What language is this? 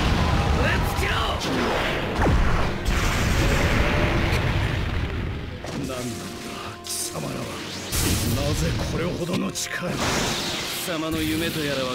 Japanese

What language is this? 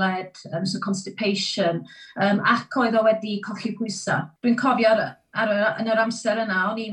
Welsh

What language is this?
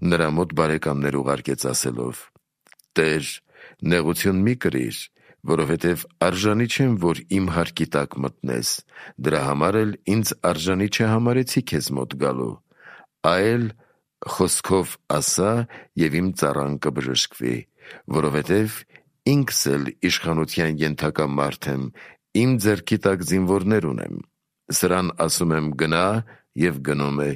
Armenian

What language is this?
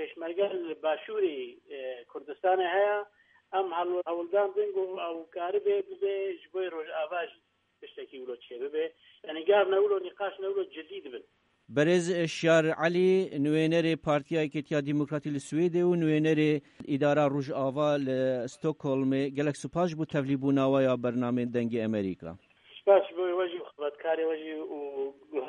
Kurdish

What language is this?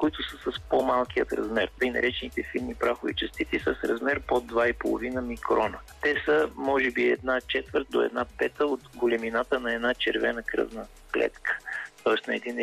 Bulgarian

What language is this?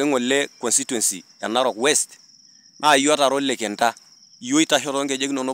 Masai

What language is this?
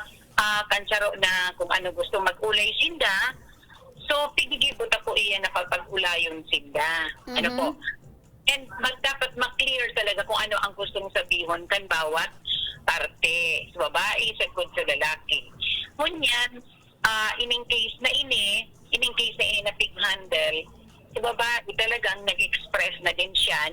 Bikol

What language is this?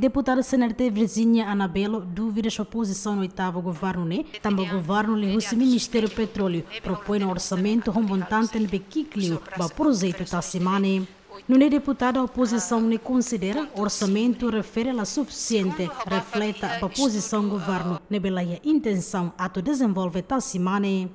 Tetum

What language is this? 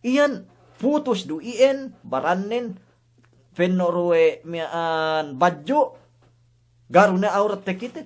Yakan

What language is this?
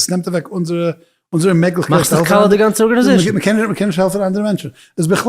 Yiddish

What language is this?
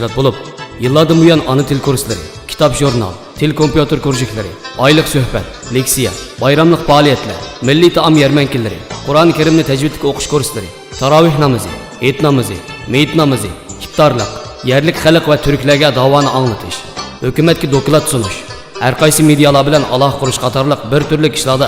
Uyghur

